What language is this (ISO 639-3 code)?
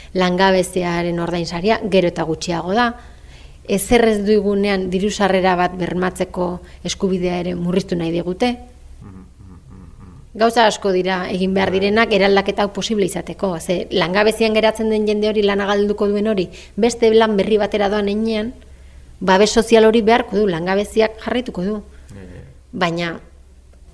eus